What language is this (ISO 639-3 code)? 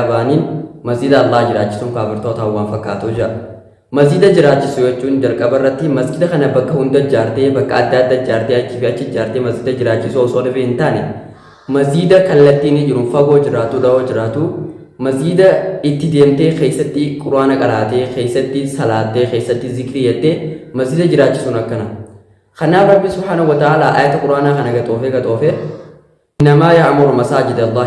orm